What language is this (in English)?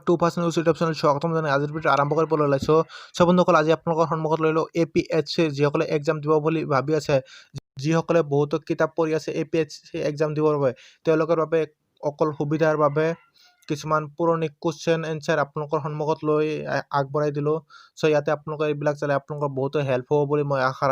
Assamese